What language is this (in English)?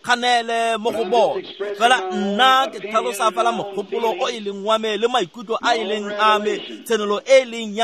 Tswana